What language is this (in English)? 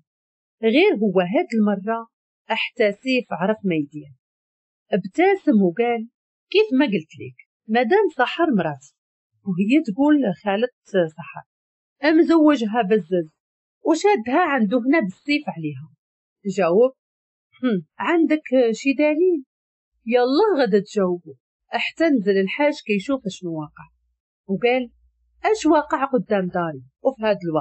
Moroccan Arabic